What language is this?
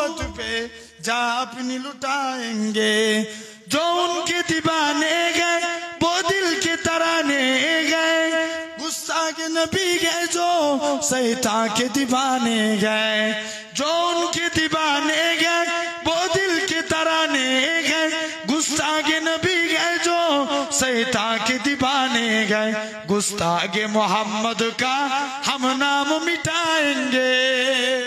Bangla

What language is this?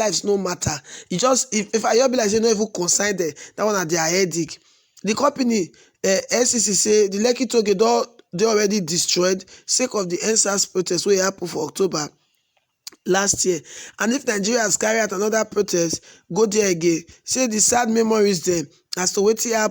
Nigerian Pidgin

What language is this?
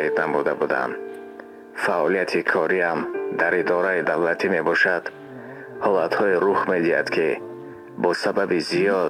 Tajik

